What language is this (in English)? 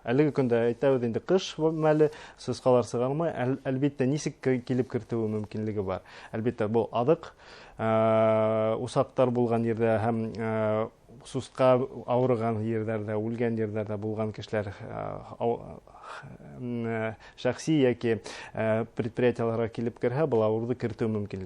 Bashkir